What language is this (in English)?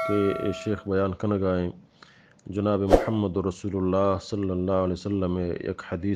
Eastern Balochi